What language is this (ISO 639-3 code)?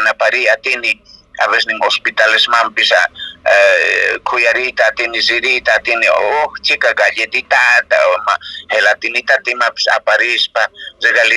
que